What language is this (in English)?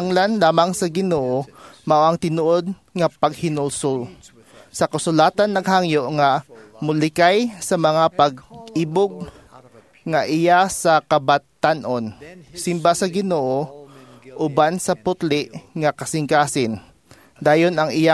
Cebuano